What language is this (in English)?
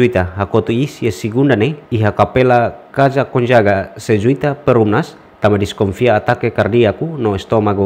Tetum